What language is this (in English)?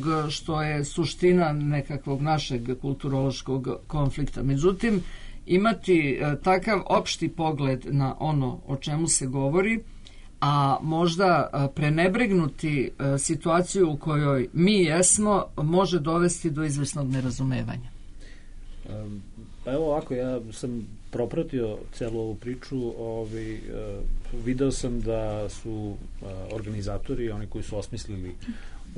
Serbian